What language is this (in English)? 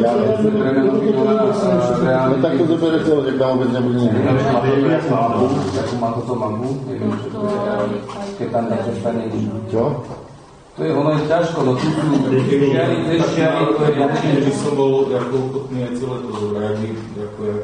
Slovak